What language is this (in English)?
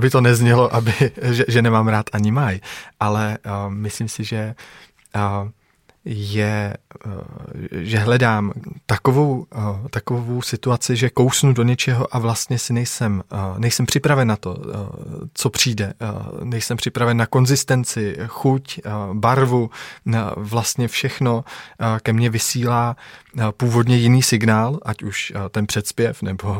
Czech